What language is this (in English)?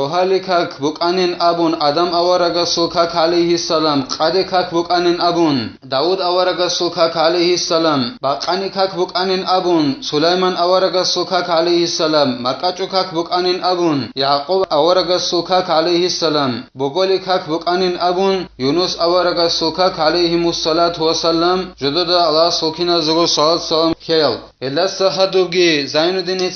Avaric